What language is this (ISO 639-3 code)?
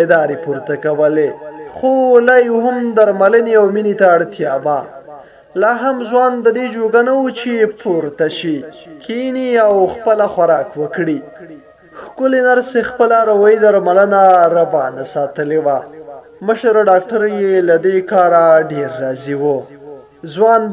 pus